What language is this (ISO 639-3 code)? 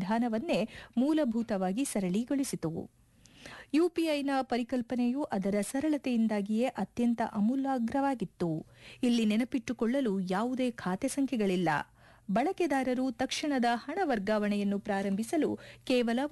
kan